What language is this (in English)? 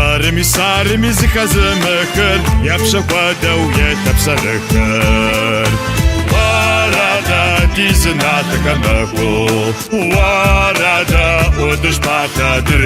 Kabardian